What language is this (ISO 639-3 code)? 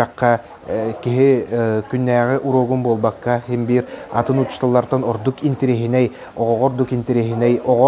sah